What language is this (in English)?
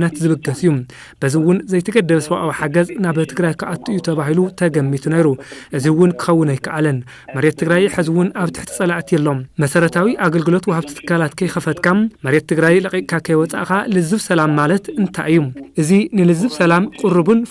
Tigrinya